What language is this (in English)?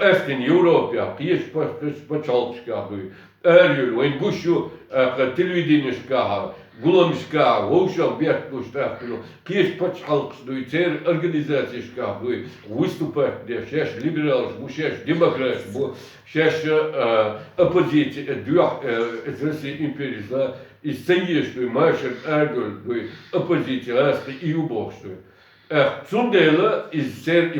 Chechen